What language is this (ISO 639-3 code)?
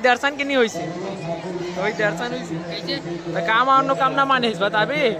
hne